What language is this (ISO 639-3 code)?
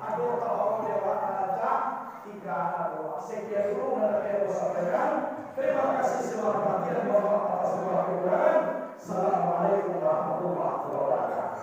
min